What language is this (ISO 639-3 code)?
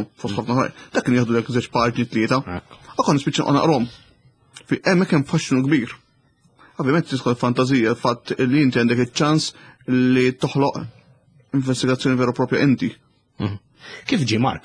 mlt